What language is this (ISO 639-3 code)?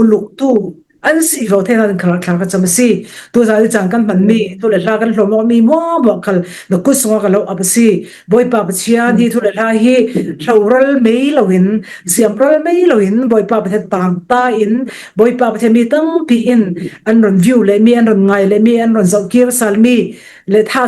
cfm